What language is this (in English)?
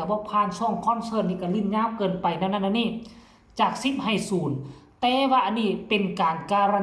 Lao